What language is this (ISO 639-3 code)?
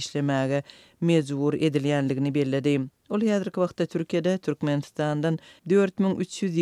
tuk